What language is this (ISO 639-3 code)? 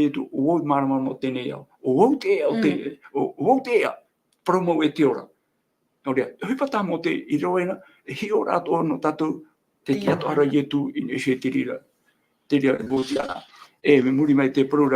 tah